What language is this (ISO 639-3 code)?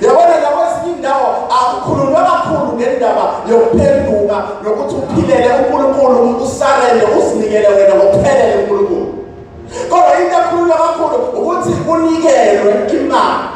zul